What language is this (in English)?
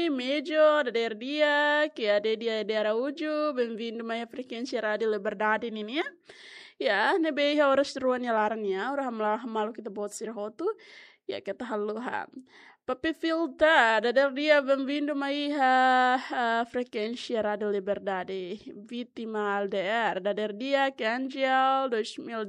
Tetum